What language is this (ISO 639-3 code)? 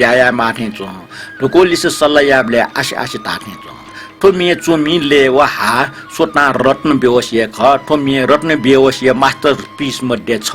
new